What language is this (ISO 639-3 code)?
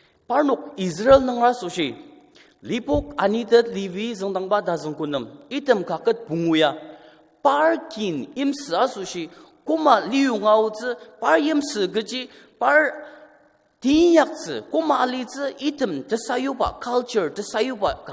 njo